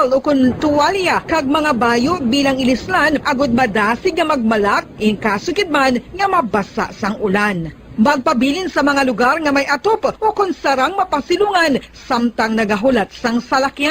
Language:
Hiligaynon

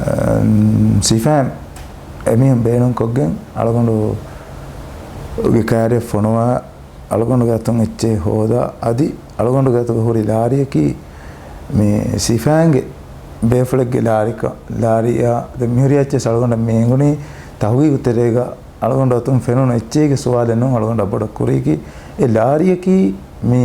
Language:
Divehi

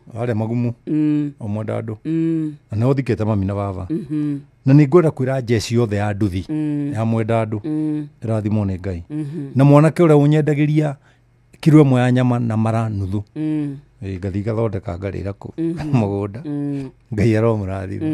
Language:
Kikuyu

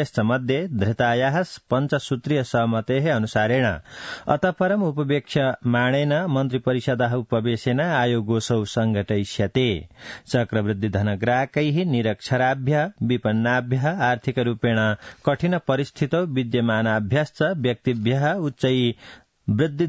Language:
Sanskrit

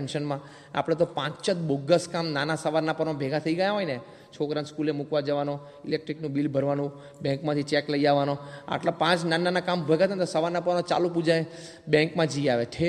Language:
Gujarati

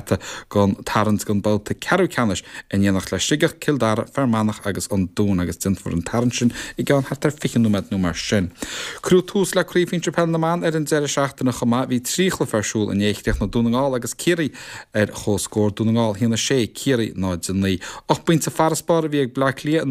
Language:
Irish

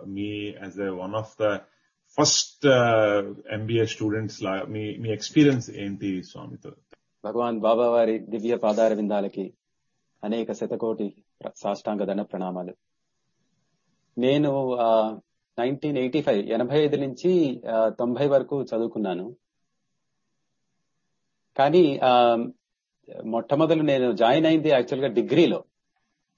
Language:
Telugu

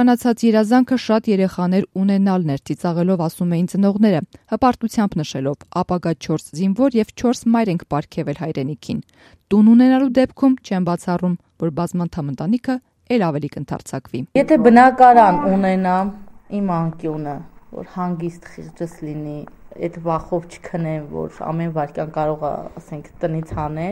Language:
Armenian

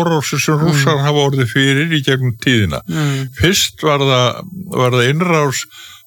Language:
Icelandic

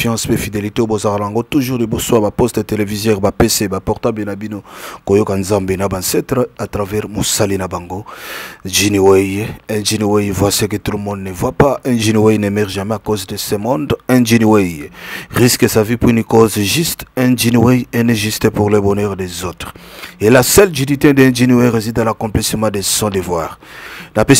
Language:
Lingala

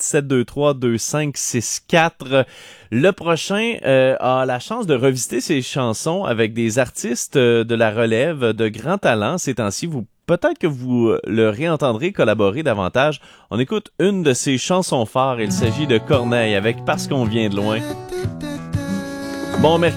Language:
French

